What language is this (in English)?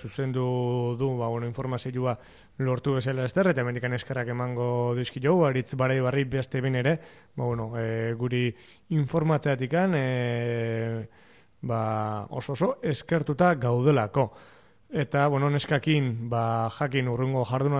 Basque